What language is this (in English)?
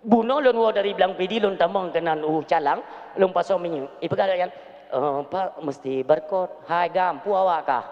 Achinese